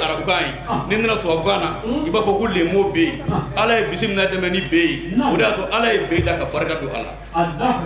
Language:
Bambara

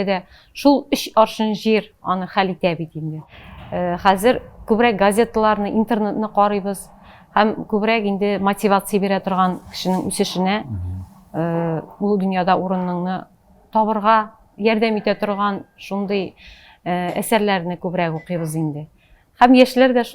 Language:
Tatar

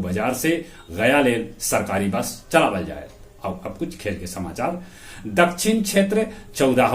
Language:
Magahi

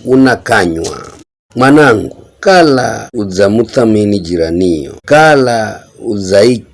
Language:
Giryama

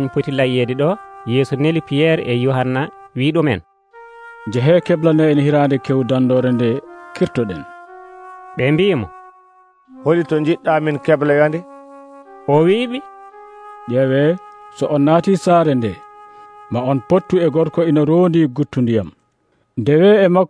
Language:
Nigerian Fulfulde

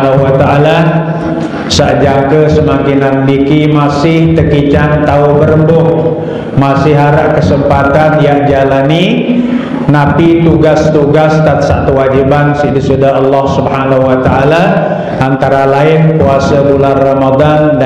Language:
Sasak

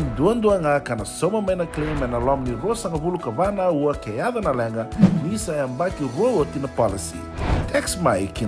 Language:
Fijian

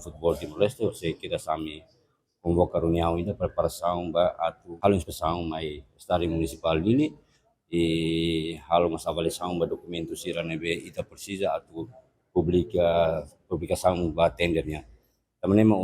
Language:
Tetum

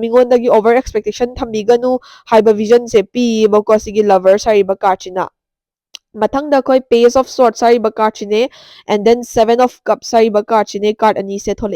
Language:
Manipuri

